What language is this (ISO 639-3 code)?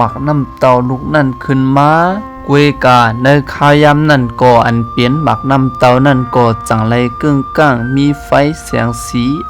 shn